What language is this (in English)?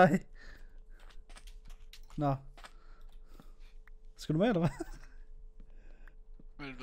Danish